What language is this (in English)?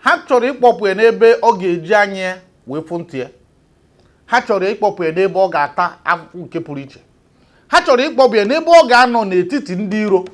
Igbo